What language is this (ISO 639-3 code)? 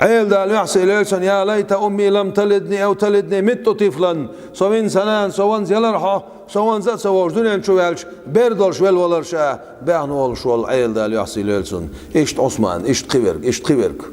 che